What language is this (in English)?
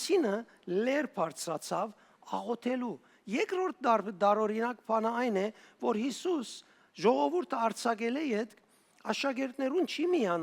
Western Armenian